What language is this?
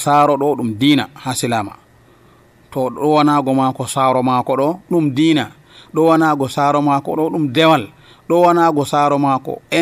Nigerian Fulfulde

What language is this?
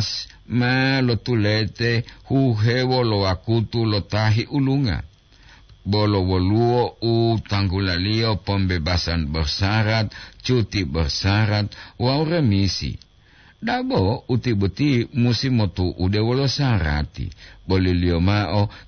Gorontalo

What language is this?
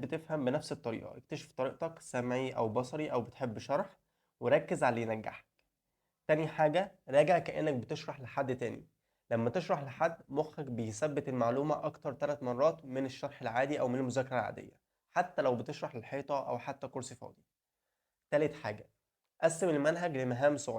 Egyptian Arabic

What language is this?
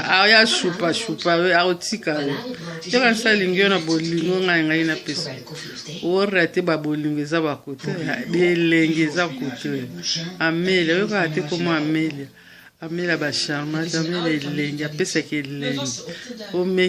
Lingala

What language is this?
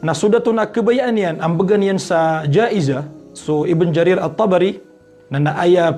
Maranao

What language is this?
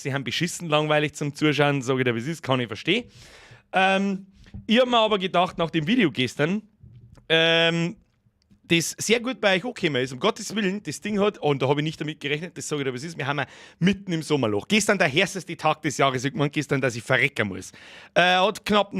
Bavarian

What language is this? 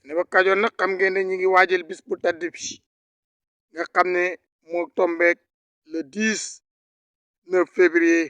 Wolof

